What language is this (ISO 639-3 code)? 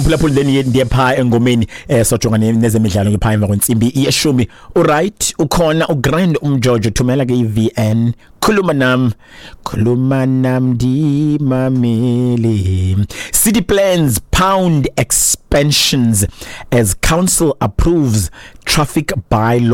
xho